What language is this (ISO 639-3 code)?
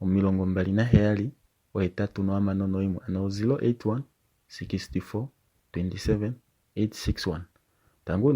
kua